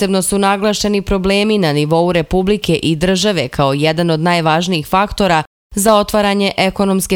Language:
Serbian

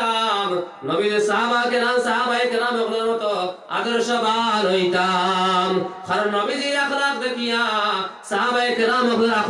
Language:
Sylheti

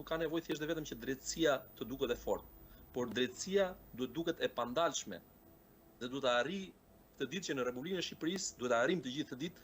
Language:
Albanian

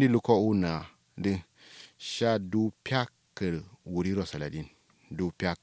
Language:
Kanuri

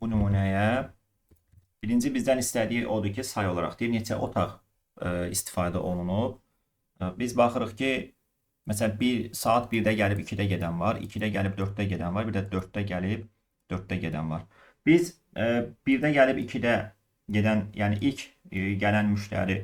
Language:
Azerbaijani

